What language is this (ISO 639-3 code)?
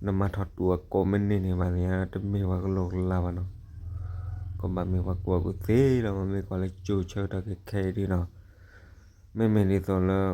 ksw